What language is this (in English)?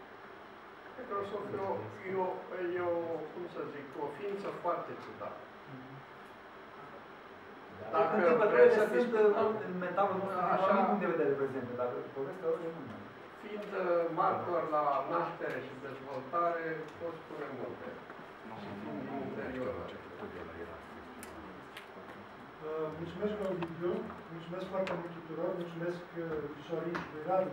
Romanian